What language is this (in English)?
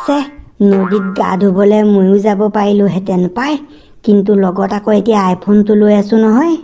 Assamese